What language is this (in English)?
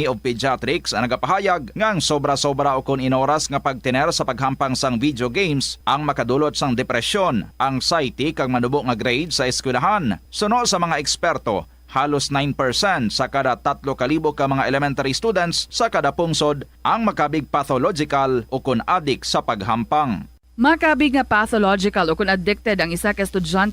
Hiligaynon